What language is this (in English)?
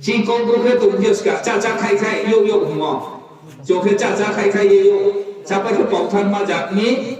Riang (India)